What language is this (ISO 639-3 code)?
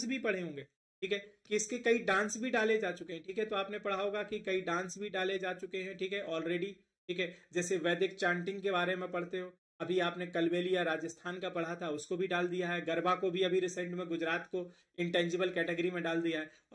hin